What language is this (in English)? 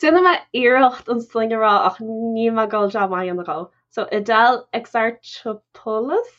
Irish